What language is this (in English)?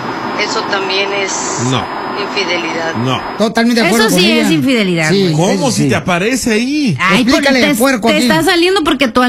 Spanish